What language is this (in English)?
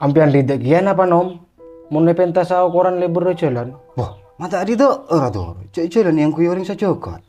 Madurese